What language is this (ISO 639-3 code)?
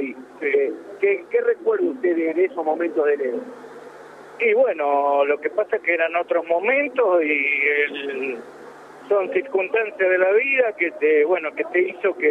spa